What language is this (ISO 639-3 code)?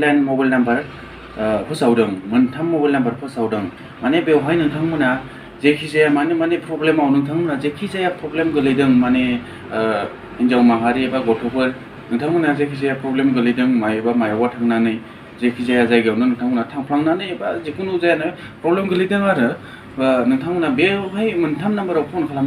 brx